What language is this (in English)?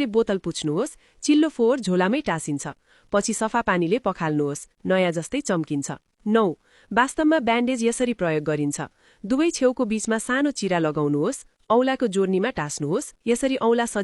Nepali